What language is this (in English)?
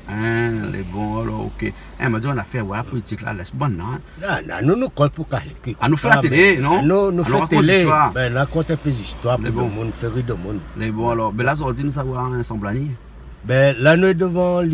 Réunion Creole French